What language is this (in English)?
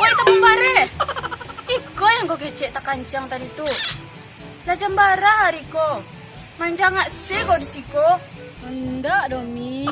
Minangkabau